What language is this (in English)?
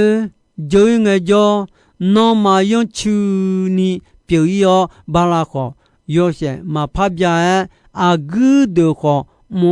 Akha